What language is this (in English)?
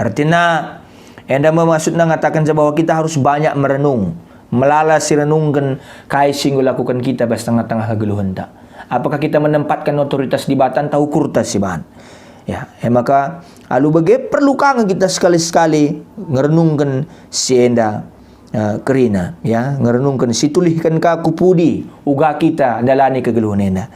Batak Karo